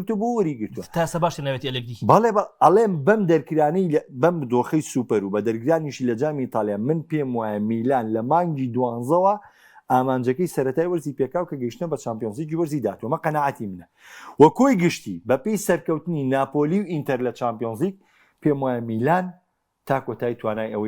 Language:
Central Kurdish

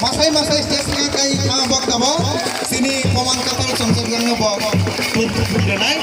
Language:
Kok Borok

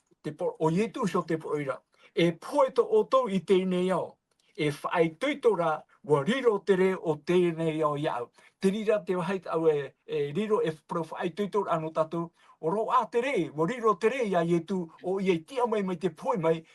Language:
Tahitian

